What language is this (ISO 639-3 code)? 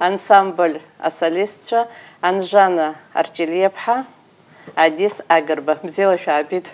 abk